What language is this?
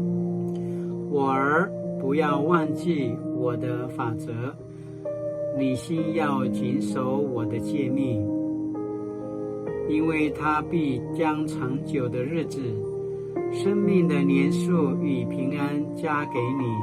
Paiwan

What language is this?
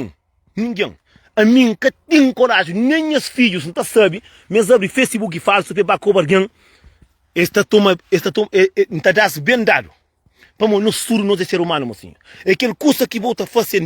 Kabuverdianu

